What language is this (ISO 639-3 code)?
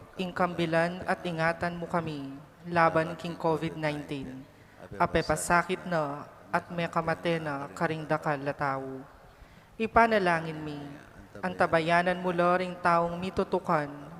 pam